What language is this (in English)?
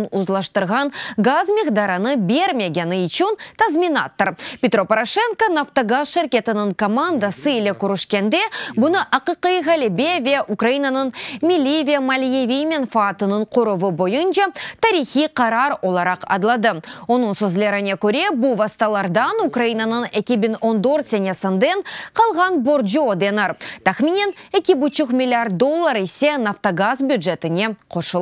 Crimean Tatar